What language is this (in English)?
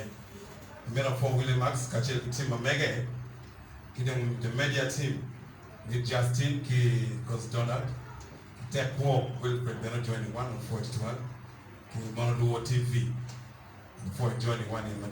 Acoli